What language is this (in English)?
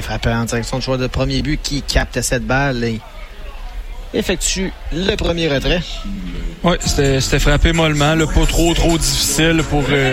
French